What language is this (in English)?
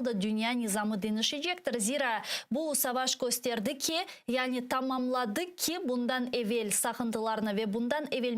Crimean Tatar